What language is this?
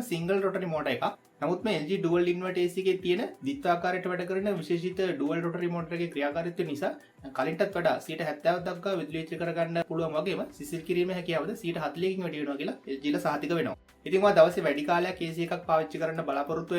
Sinhala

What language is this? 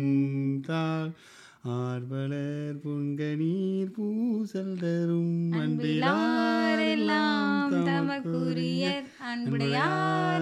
Tamil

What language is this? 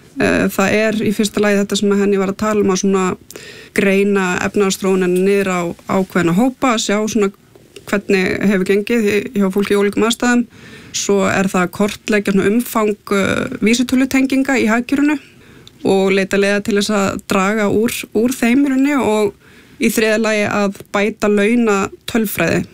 Icelandic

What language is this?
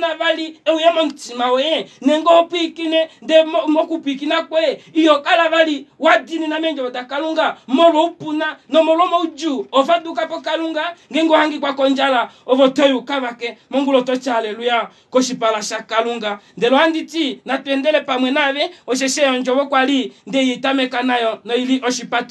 Kuanyama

